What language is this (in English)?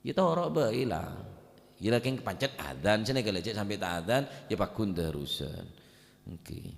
Madurese